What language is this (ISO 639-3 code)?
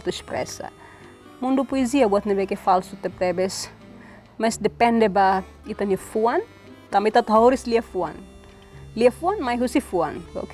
tet